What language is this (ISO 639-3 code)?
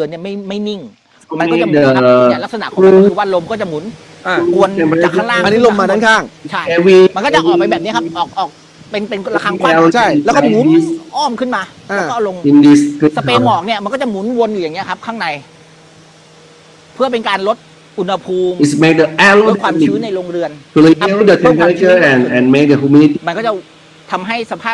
tha